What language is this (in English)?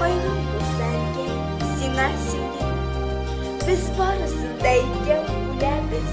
Bashkir